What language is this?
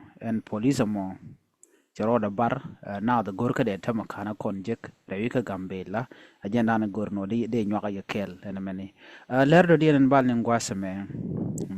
Nuer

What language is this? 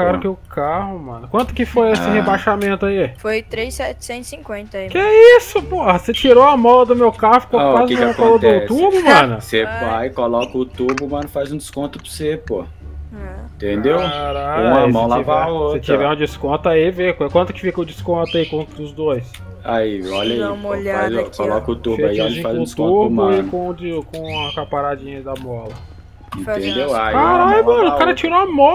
Portuguese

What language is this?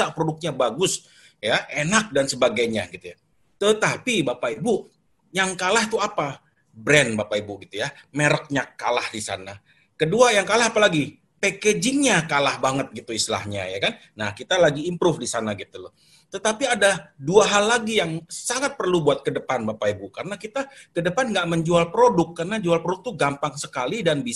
Indonesian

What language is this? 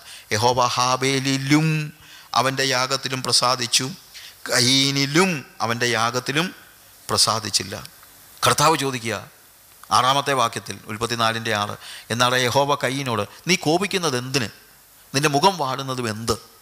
Malayalam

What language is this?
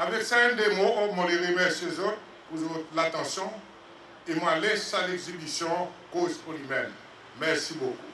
Seselwa Creole French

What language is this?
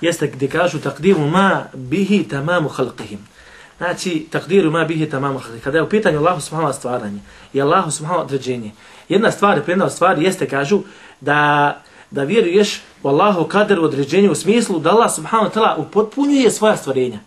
Bosnian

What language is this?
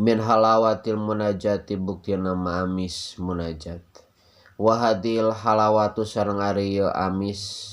Sundanese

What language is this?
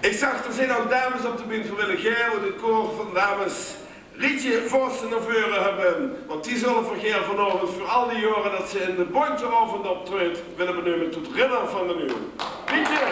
Limburgish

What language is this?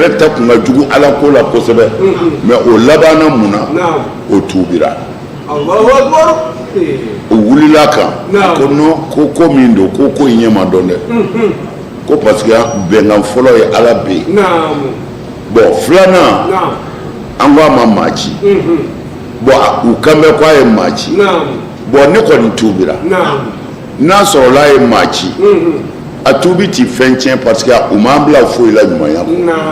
Bambara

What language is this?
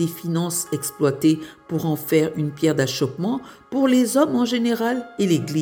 French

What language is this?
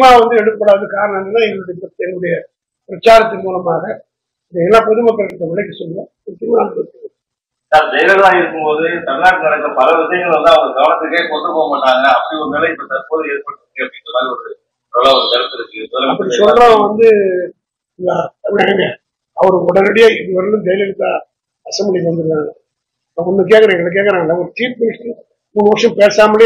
Tamil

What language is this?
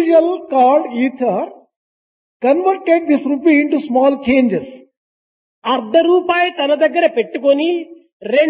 Telugu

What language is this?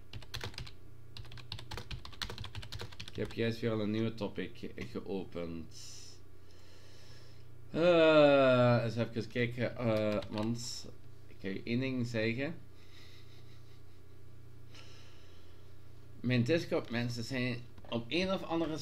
Dutch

